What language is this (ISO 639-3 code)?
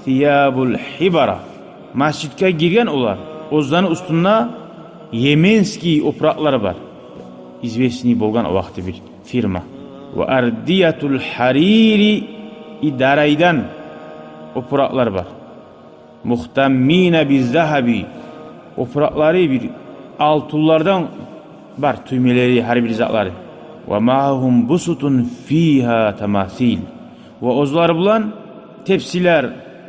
kum